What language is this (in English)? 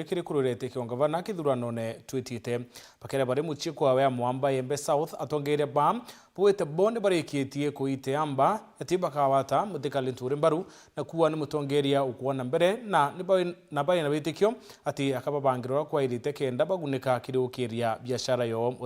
Meru